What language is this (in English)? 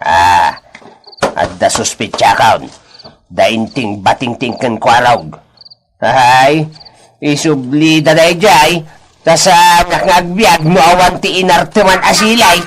Iloko